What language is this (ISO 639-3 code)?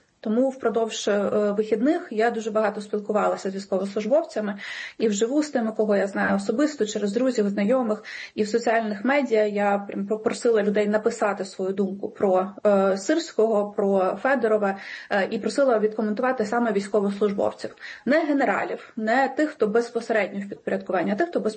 ukr